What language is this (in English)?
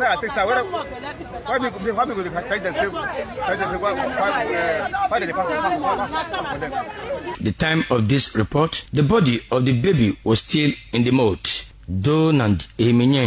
Nigerian Pidgin